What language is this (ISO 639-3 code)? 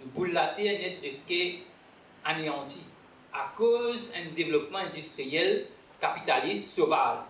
mfe